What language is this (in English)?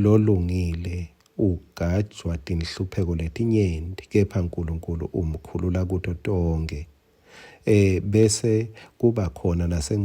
Swati